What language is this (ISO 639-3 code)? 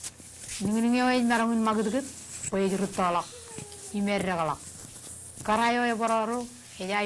mah